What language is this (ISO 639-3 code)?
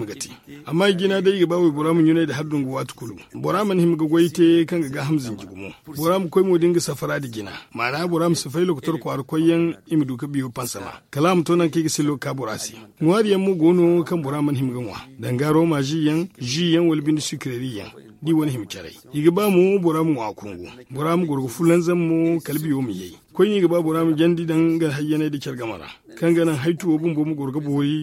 dje